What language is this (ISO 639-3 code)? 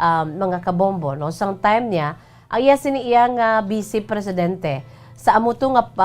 hil